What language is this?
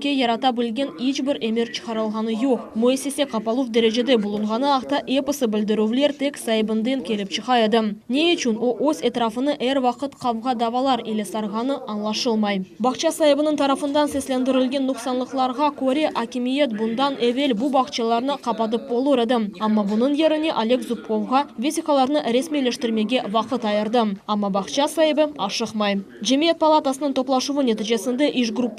Crimean Tatar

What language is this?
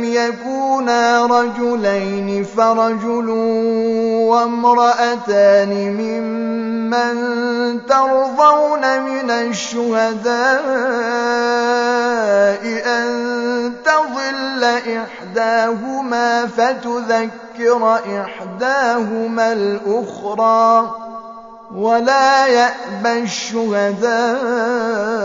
Arabic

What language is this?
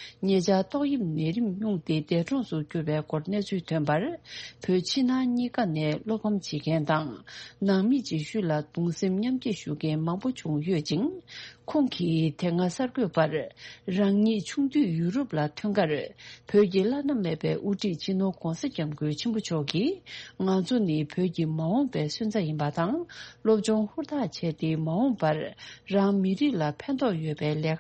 Tibetan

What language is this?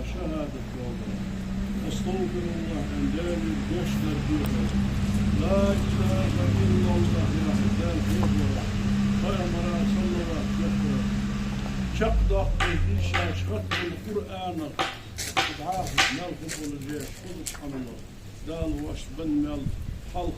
Ingush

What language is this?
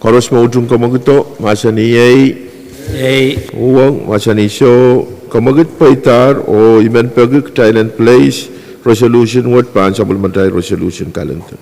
Pohnpeian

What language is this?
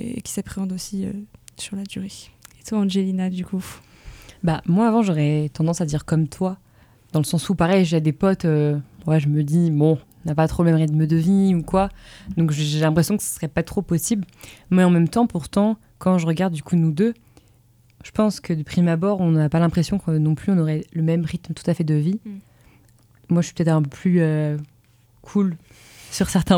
French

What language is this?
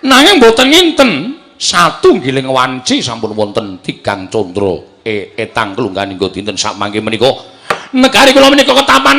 Javanese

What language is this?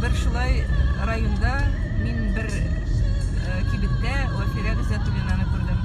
Tatar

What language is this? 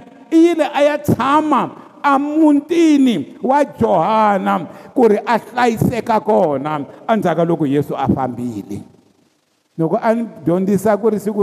Tsonga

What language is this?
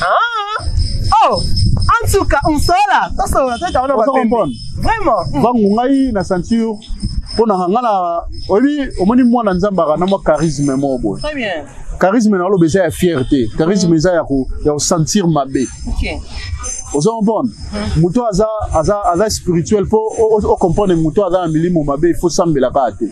Lingala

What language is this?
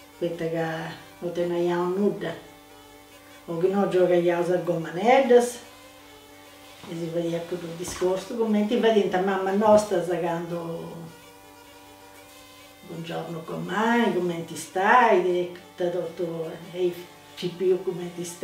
Italian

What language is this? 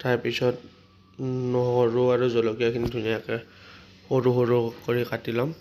Assamese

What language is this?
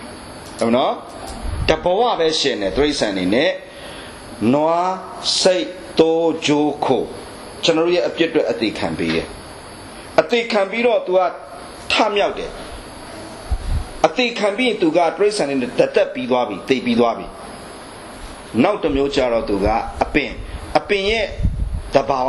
Burmese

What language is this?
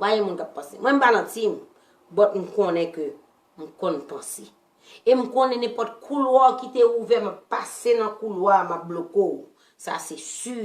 Haitian Creole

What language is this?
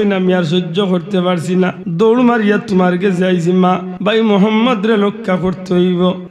Sylheti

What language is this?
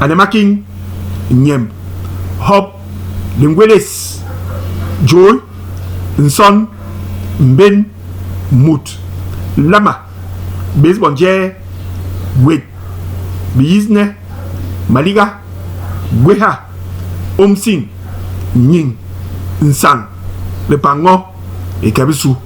Basaa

